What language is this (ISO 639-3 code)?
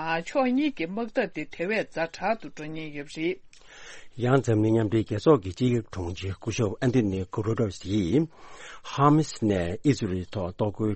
bod